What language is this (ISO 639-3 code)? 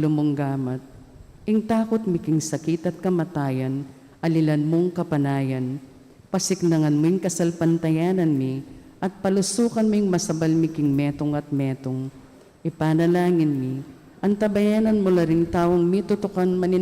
pam